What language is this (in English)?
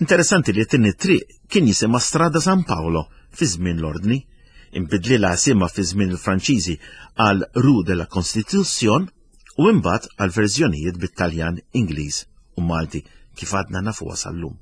Maltese